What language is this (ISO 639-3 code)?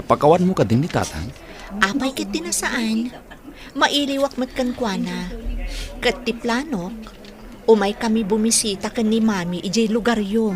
ilo